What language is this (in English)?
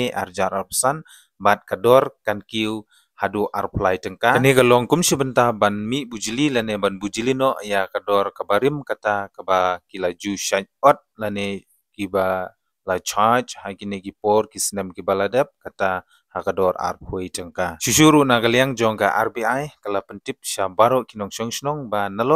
Khasi